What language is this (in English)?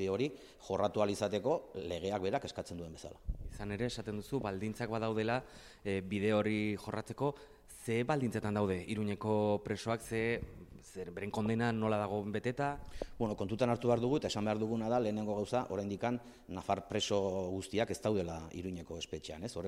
Basque